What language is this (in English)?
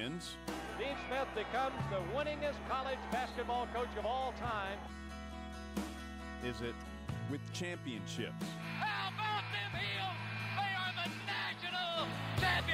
English